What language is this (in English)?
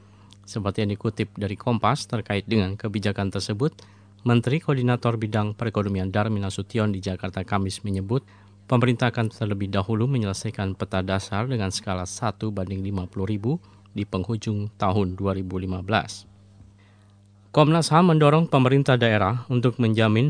Indonesian